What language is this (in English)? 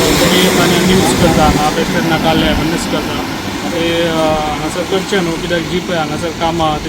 Konkani